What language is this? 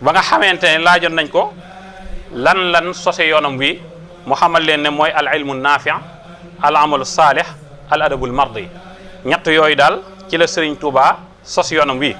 Wolof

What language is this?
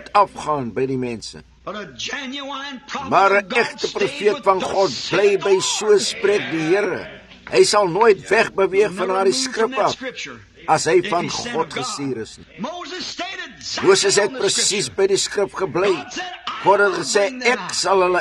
Afrikaans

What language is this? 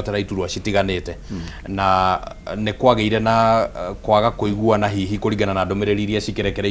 Kikuyu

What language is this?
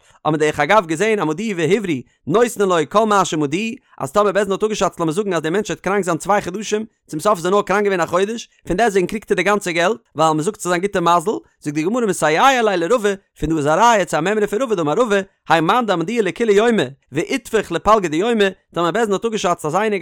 Yiddish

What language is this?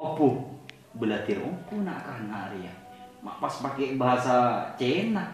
Madurese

